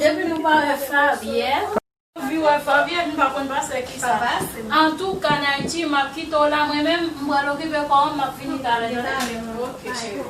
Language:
Haitian Creole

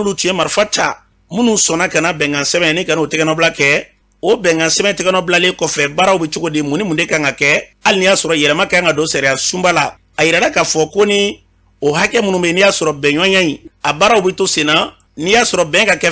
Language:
Bambara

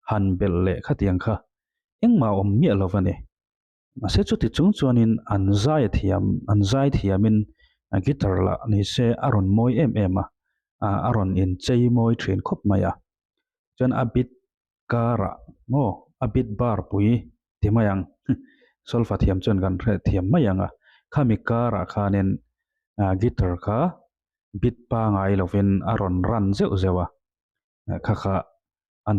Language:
Mizo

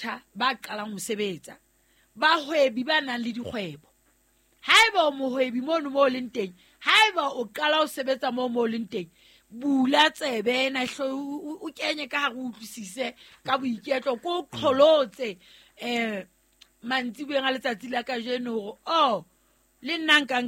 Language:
Southern Sotho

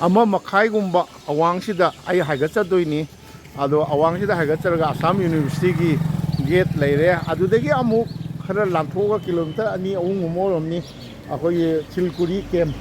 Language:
Manipuri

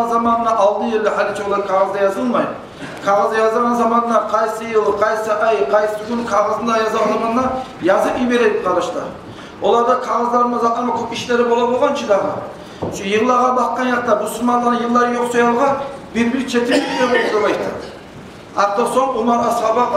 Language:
Kumyk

